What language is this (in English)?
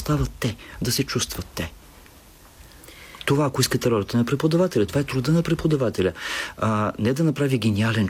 Bulgarian